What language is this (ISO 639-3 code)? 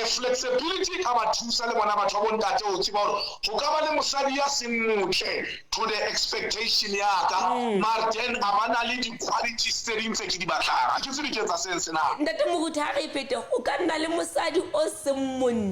sot